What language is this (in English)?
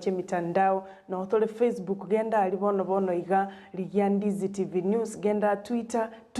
Gusii